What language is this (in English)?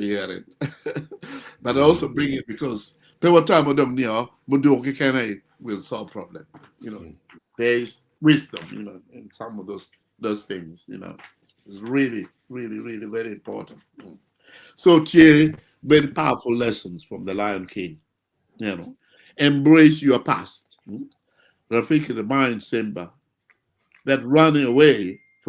Acoli